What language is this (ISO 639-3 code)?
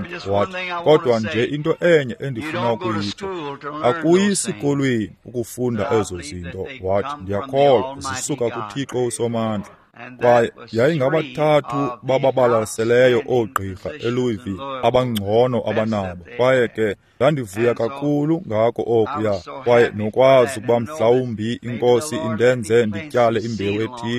xho